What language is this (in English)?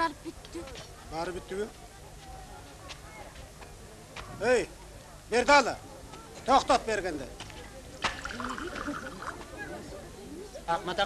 Kyrgyz